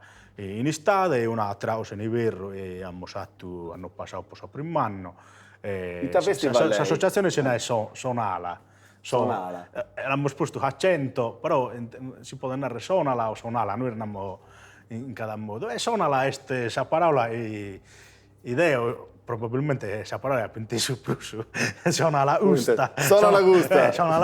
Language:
Sardinian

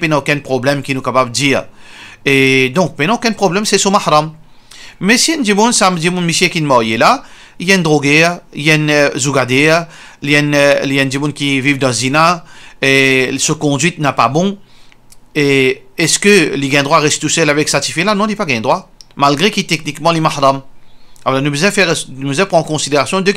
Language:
Morisyen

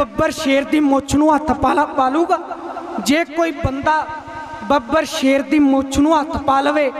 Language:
Punjabi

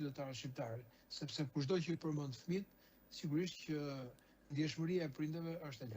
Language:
Albanian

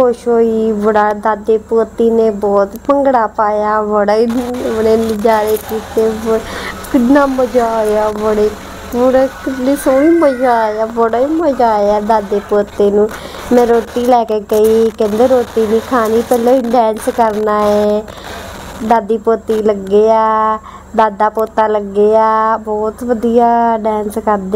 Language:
Punjabi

